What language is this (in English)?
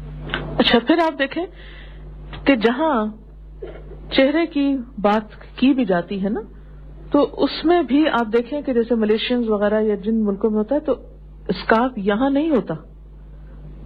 Urdu